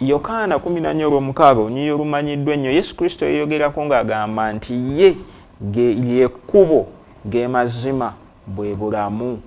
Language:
Ganda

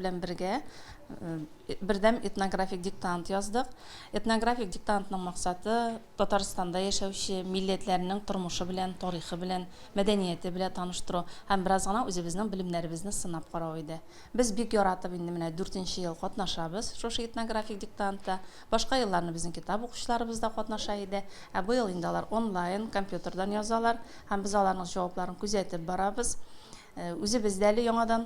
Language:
Tatar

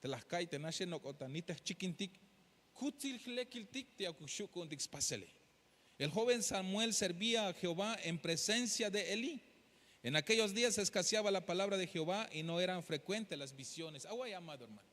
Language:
Tzeltal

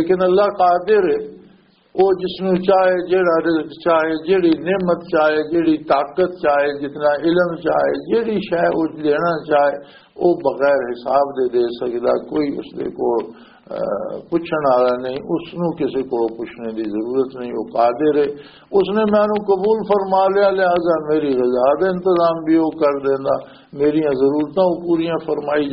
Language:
Western Panjabi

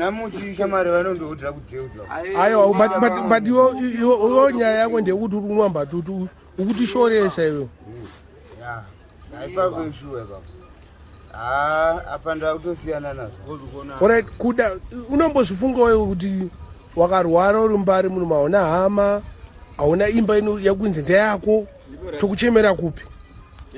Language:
Shona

